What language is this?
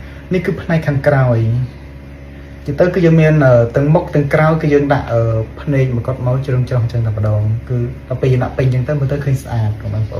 Khmer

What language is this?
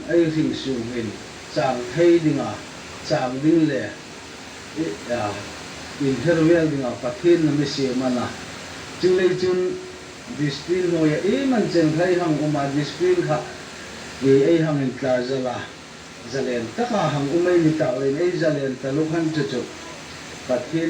Hmar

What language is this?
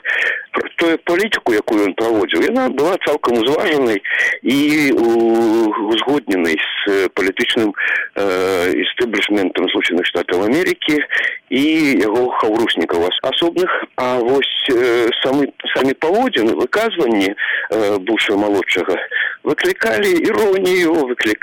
Belarusian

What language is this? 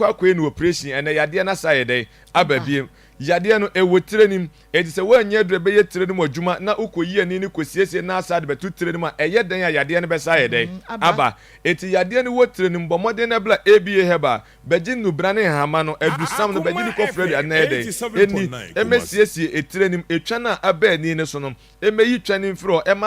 Akan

